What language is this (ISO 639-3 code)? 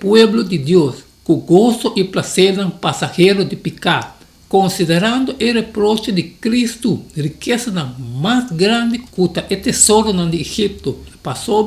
pap